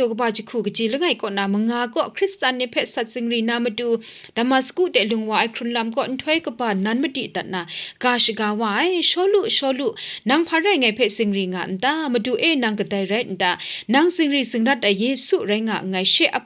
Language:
Kachin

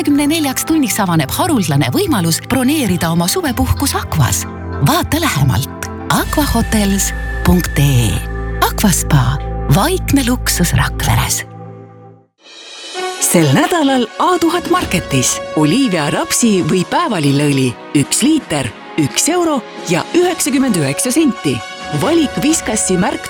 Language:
Estonian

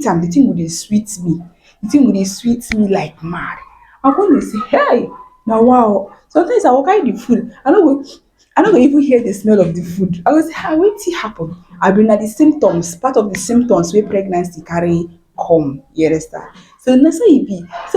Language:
Nigerian Pidgin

